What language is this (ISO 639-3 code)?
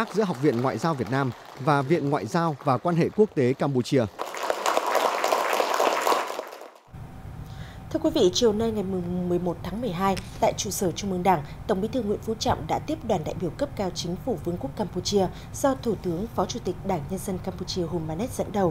vie